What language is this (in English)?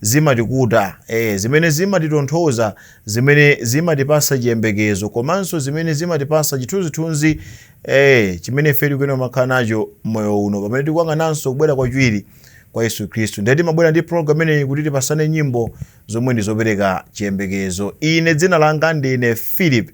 Nyanja